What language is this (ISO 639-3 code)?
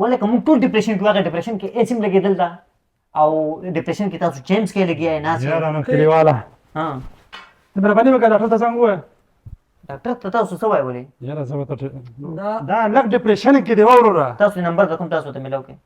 pus